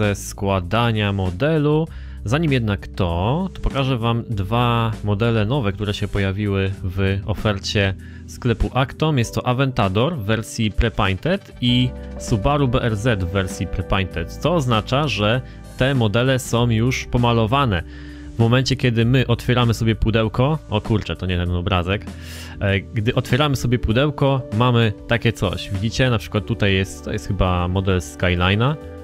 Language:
Polish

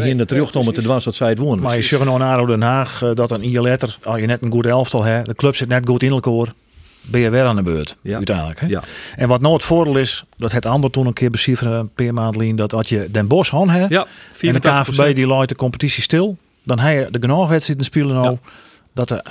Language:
Western Frisian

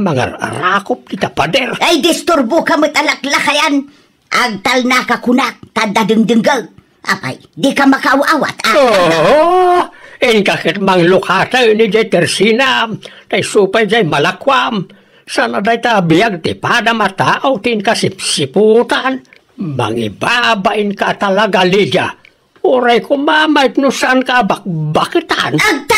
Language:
Iloko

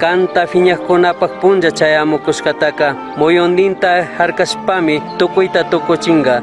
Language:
Chimborazo Highland Quichua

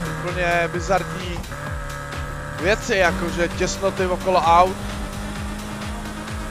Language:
Czech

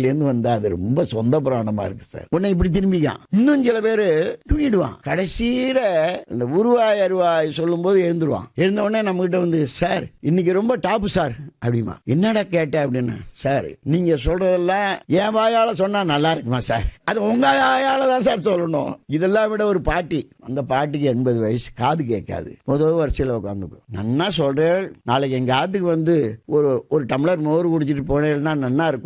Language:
Tamil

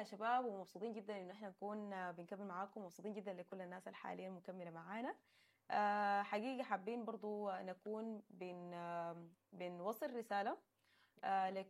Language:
Sudanese Arabic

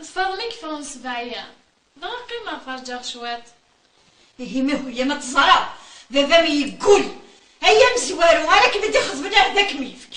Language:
Kabyle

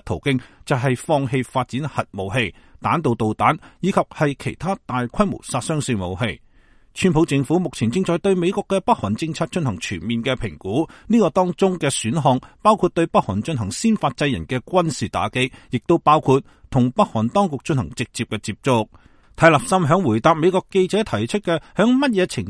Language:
Cantonese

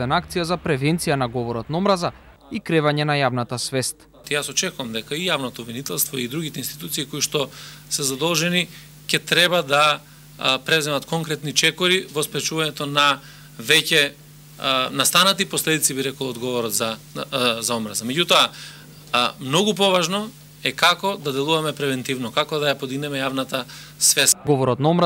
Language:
Macedonian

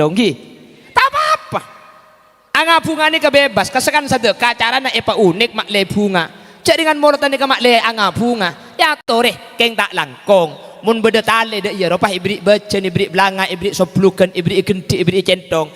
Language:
Madurese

